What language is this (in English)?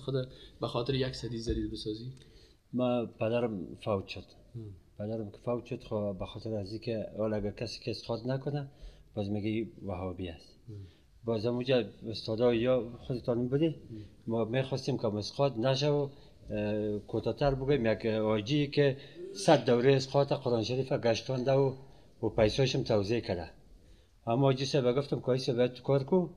Persian